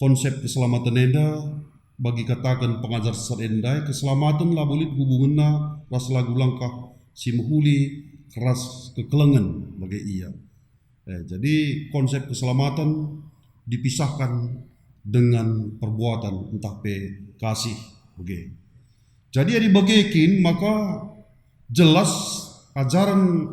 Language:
Batak Karo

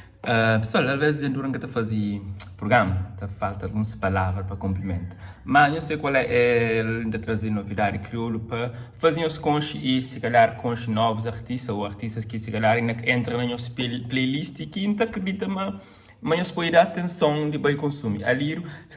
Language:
Kabuverdianu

